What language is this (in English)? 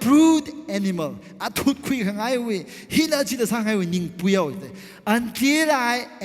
Tangkhul Naga (India)